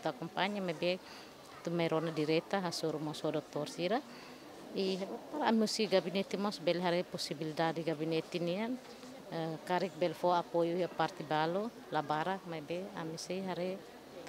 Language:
Tetum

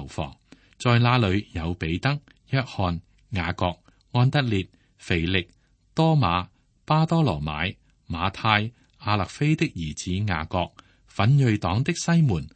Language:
Cantonese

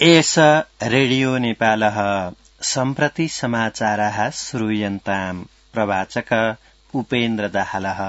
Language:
Sanskrit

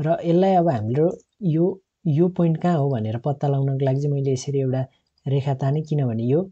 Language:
Nepali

